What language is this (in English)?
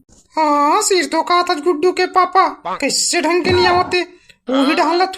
Chhattisgarhi